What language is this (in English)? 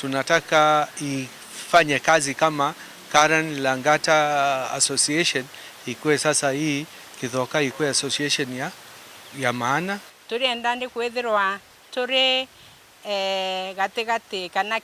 Meru